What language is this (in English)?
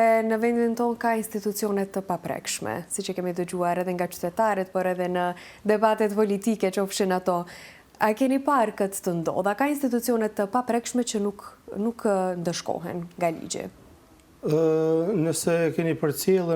Albanian